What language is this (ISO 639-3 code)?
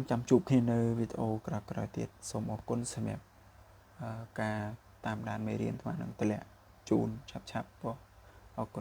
khm